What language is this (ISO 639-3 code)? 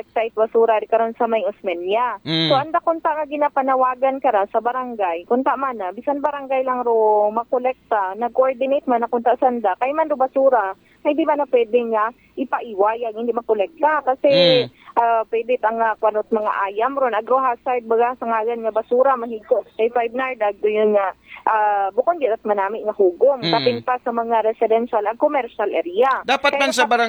akl